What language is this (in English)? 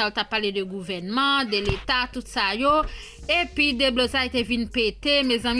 Haitian Creole